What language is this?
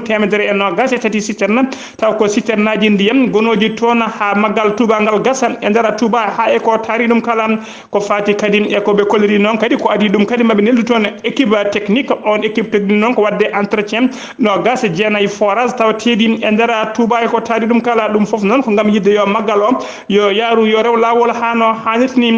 Fula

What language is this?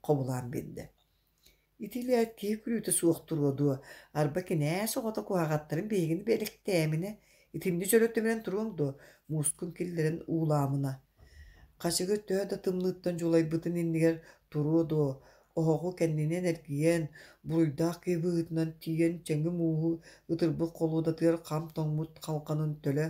Yakut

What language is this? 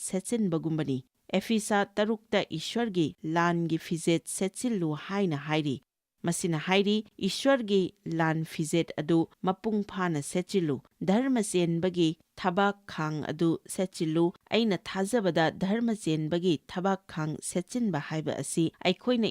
Manipuri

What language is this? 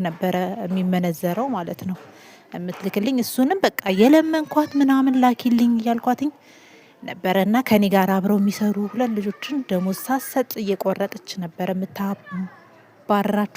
Amharic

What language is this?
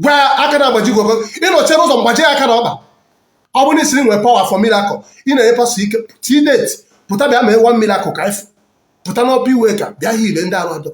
Igbo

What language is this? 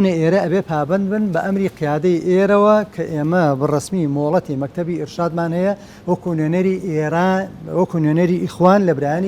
Central Kurdish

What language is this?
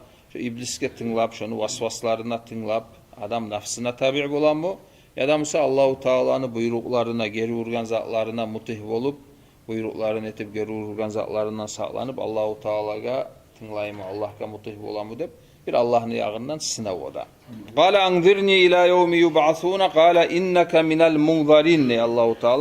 Kumyk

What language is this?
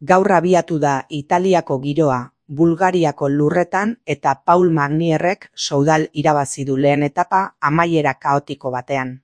Basque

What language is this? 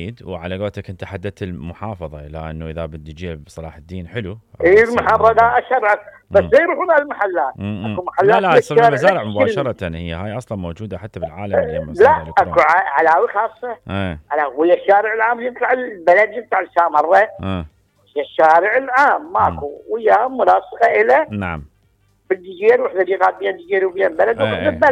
Mesopotamian Arabic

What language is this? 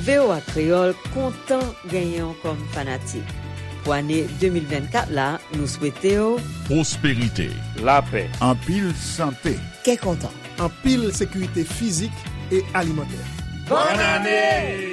Haitian Creole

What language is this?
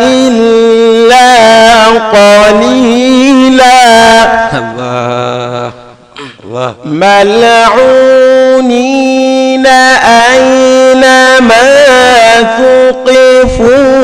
Fula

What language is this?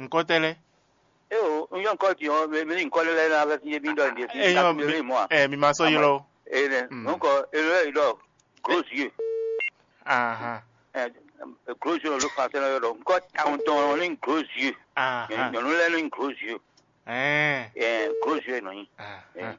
Fon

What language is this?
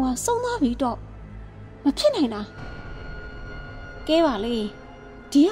Burmese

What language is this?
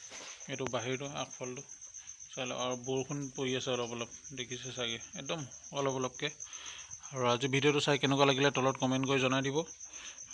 Assamese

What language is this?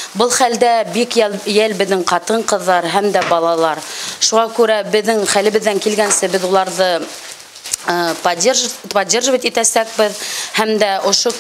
Bashkir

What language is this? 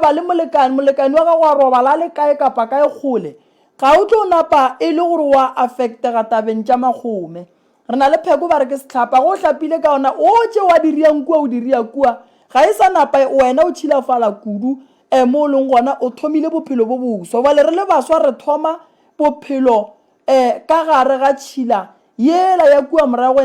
Northern Sotho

